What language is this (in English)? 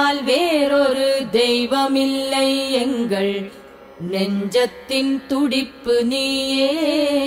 Tamil